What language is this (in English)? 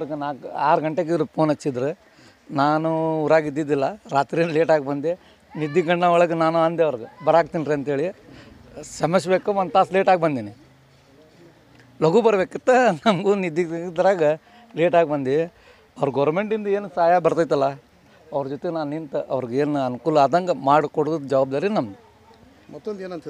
Kannada